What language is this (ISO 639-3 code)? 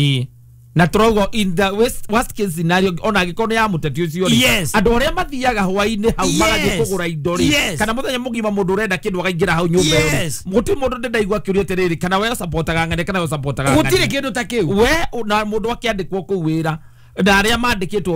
kik